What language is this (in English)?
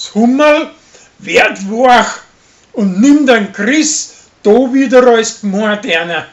Bavarian